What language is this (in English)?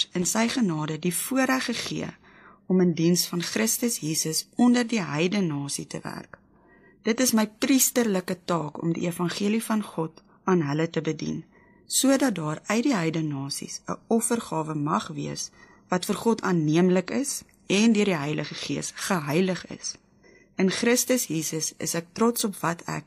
Afrikaans